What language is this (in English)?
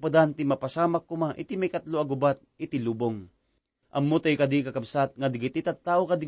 Iloko